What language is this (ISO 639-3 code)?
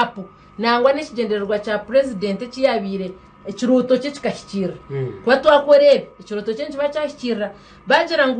nyn